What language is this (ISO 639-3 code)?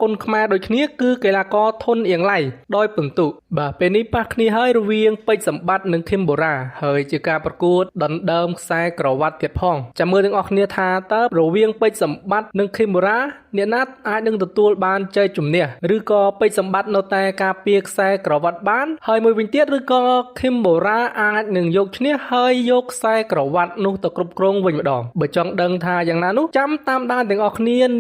khm